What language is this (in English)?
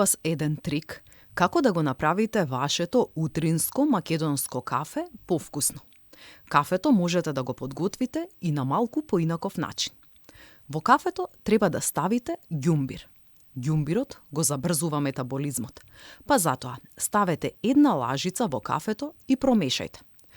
Macedonian